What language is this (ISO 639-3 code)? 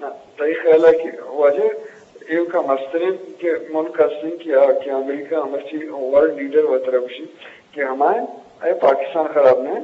bgp